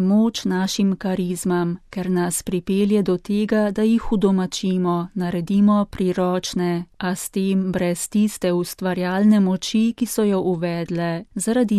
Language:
Slovenian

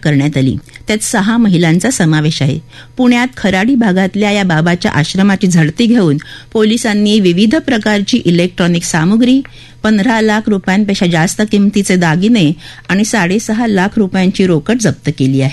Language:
Marathi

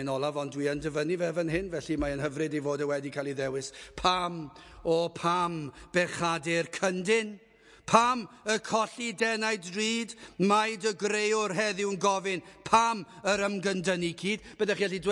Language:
Welsh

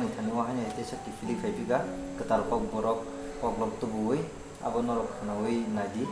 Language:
Kok Borok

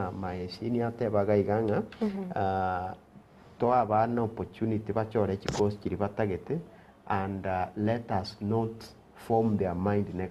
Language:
Gusii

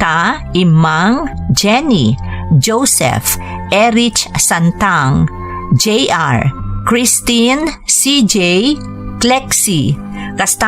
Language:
Iloko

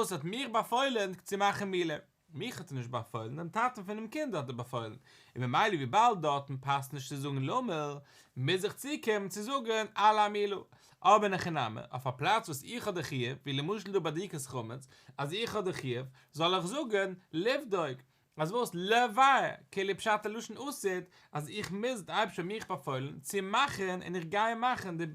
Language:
Yiddish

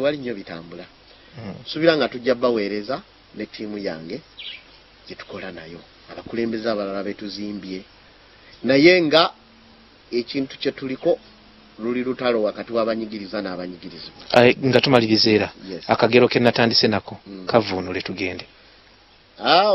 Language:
Ganda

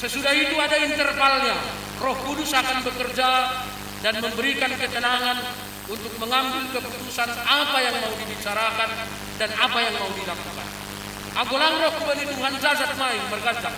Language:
Batak Simalungun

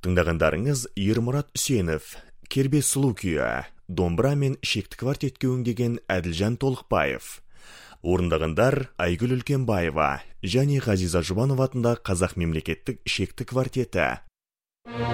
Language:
Kazakh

